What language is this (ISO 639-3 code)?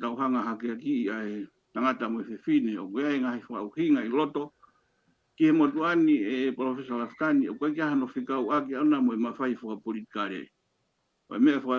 ton